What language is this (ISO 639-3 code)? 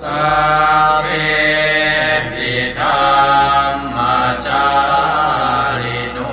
pli